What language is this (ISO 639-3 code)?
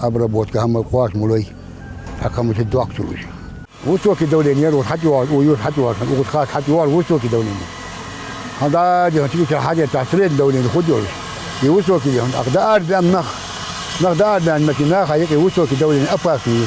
inh